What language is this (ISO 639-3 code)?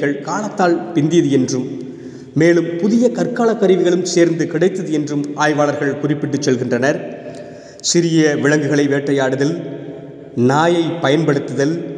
tam